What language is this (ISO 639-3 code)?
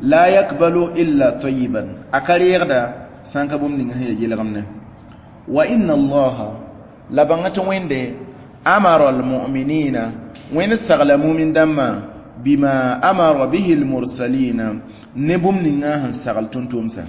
mos